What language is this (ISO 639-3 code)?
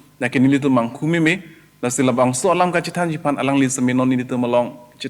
mjw